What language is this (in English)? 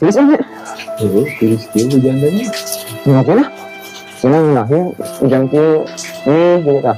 Sundanese